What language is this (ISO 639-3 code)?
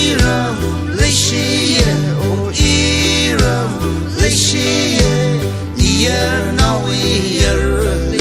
nmf